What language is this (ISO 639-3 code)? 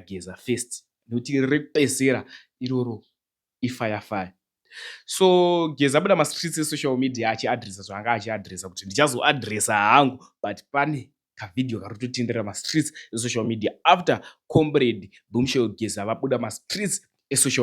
sna